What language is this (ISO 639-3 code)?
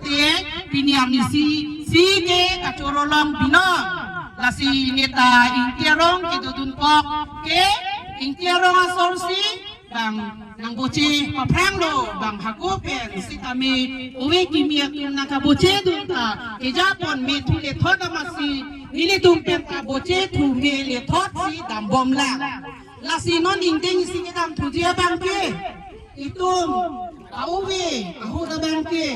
mjw